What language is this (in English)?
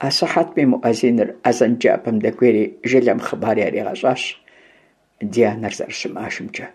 Kabardian